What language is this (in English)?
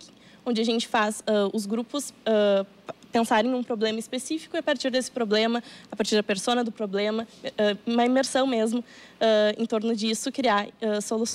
Portuguese